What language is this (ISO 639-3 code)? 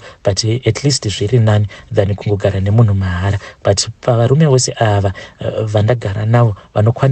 sna